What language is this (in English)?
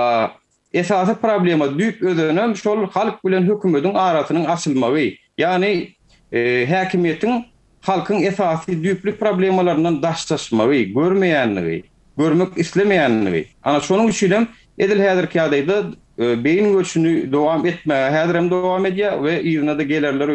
Turkmen